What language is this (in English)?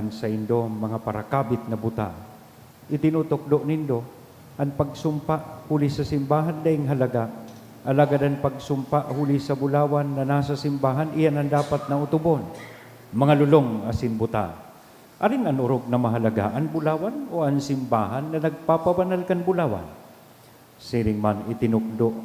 Bikol